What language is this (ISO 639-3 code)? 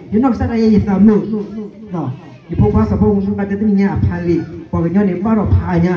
ksw